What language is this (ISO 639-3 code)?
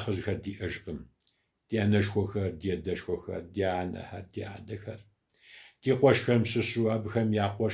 kbd